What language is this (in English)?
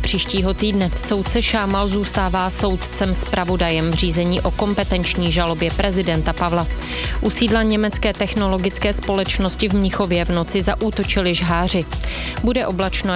Czech